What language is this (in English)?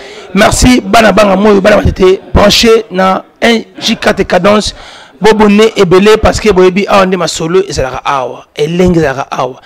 Lingala